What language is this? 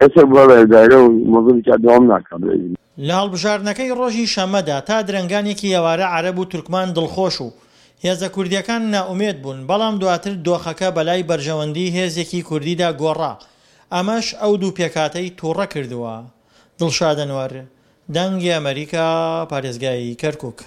Central Kurdish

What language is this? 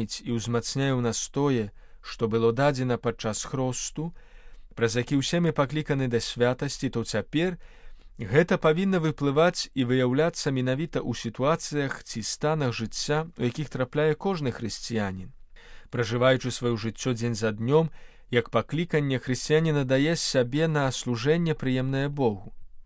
Belarusian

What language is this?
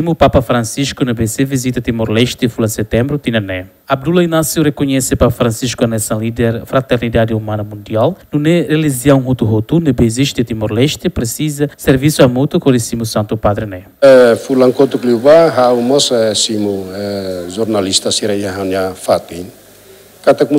Tetum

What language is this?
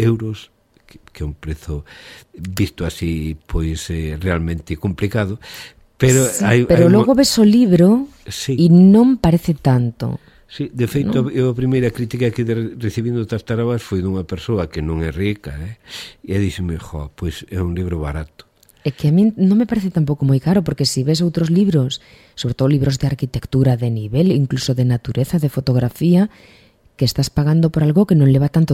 Galician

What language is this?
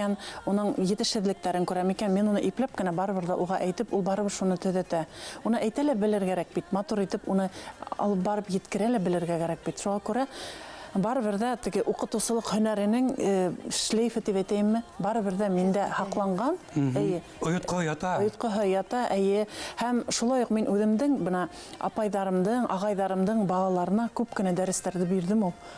Bashkir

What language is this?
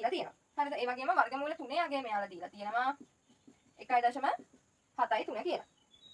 Sinhala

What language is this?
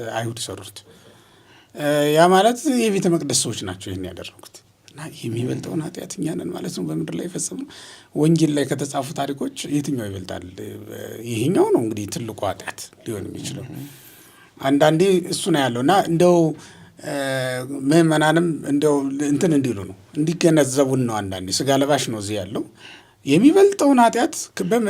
Amharic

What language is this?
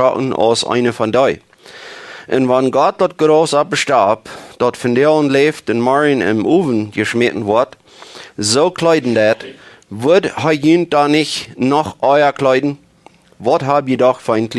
Plautdietsch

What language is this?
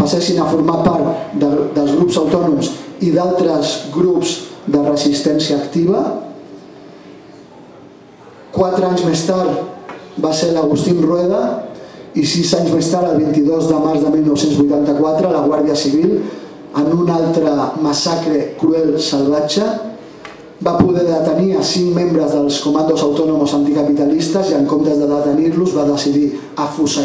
Catalan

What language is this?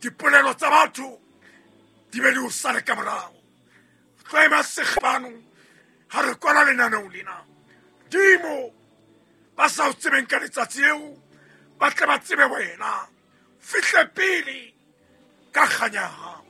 Southern Sotho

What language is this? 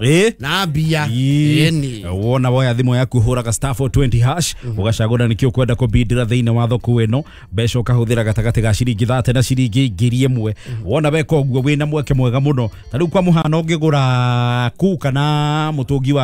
Kikuyu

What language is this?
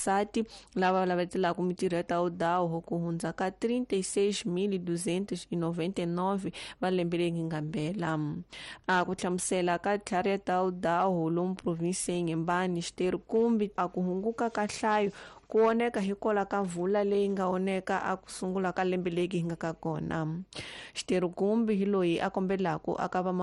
Tsonga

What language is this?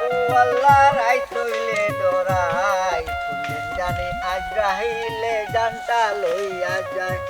Sylheti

